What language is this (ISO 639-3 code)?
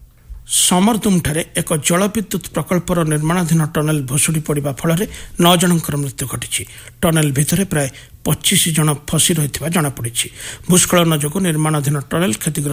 ori